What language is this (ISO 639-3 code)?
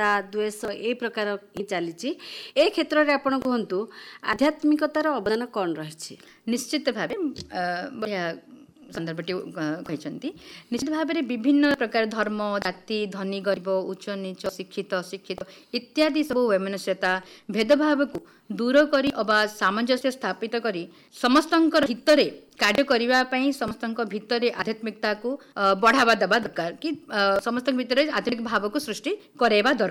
ori